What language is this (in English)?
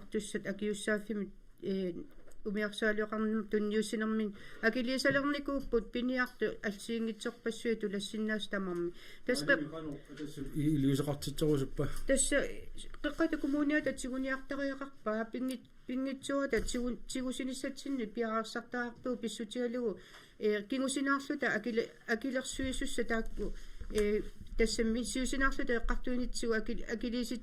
Kalaallisut